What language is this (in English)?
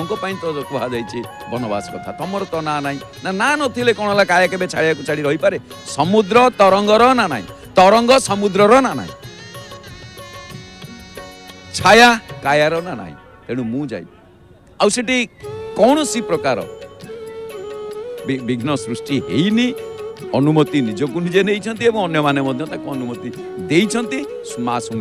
Odia